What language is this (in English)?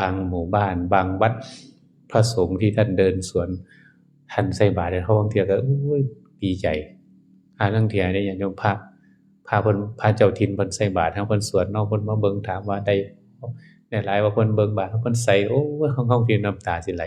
Northeastern Thai